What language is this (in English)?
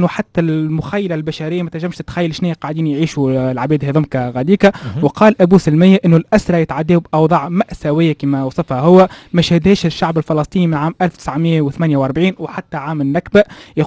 Tunisian Arabic